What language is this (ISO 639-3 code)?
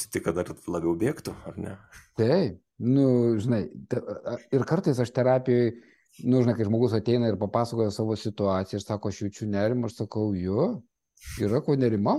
lit